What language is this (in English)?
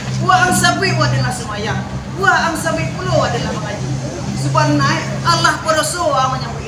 Minangkabau